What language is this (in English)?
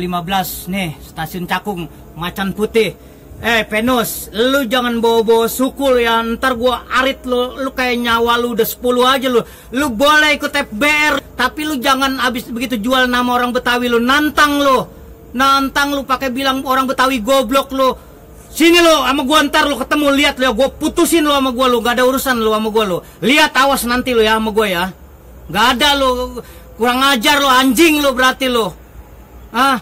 Betawi